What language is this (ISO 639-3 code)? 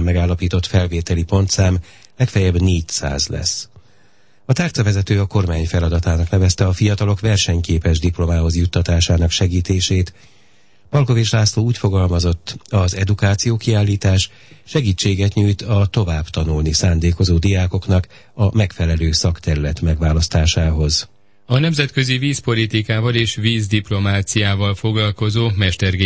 hun